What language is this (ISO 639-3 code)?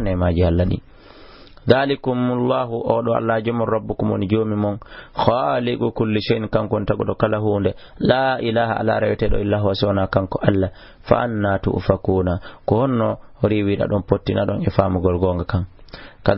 ful